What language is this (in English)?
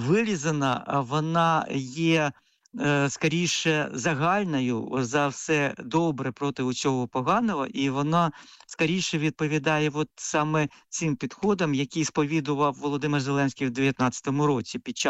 Ukrainian